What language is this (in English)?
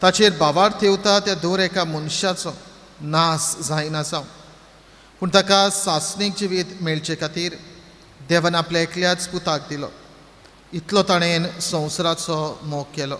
Konkani